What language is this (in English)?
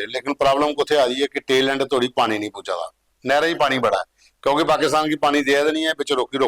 Dogri